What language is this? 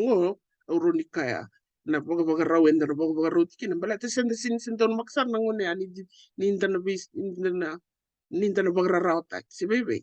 Fijian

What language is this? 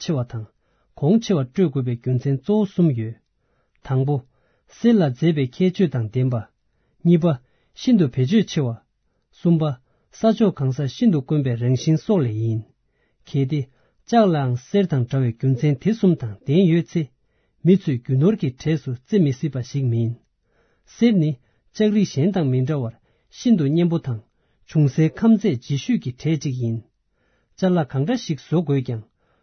Tibetan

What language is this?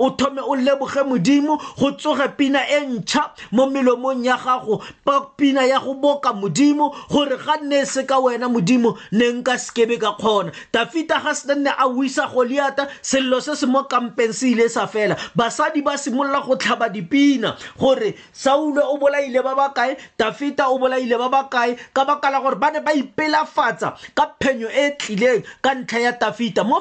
Tswana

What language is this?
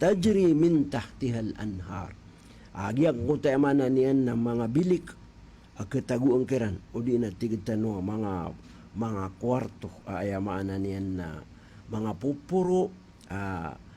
Maranao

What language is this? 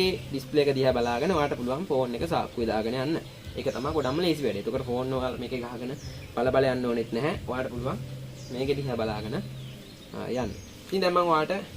Sinhala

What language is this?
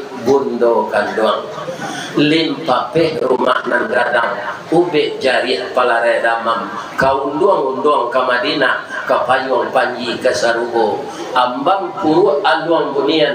Minangkabau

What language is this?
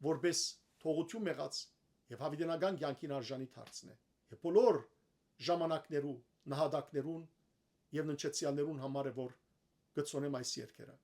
Western Armenian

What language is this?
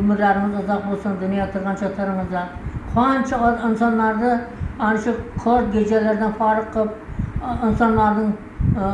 Uzbek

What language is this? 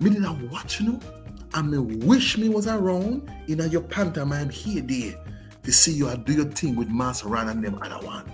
Jamaican Creole English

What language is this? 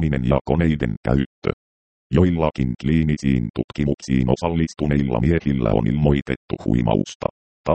Finnish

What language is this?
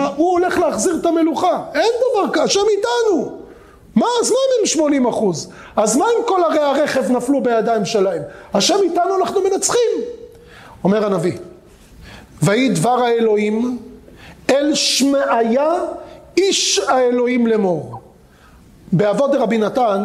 Hebrew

